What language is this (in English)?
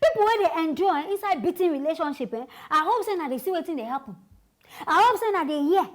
Nigerian Pidgin